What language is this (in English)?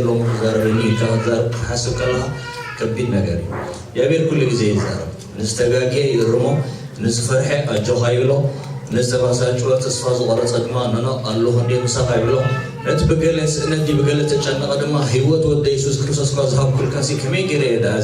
Tigrinya